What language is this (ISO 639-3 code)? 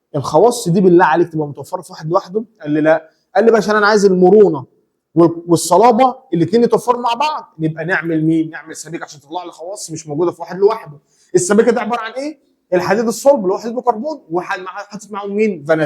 arz